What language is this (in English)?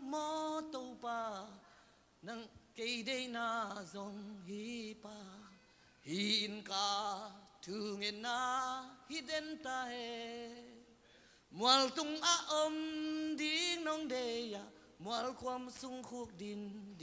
Tedim Chin